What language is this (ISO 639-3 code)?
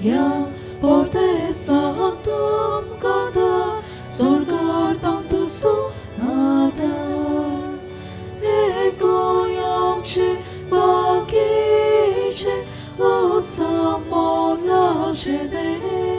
kok